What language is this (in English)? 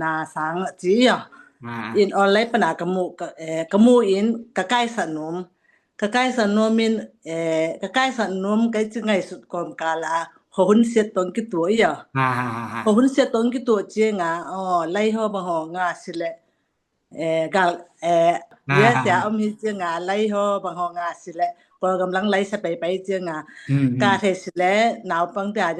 Tedim Chin